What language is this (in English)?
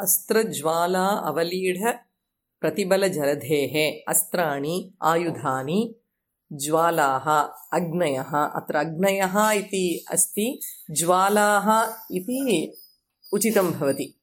Sanskrit